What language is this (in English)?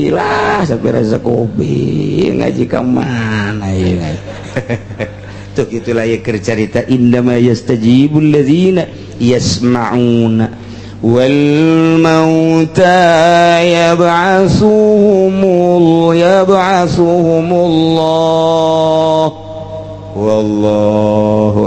Sundanese